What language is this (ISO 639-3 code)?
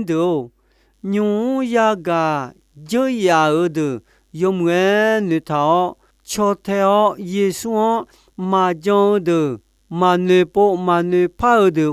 ahk